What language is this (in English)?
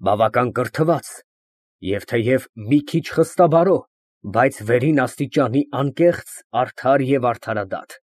Armenian